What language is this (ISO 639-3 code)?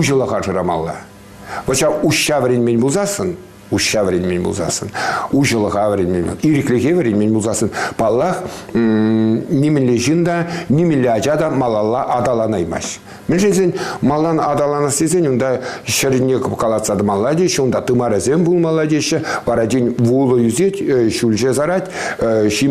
chv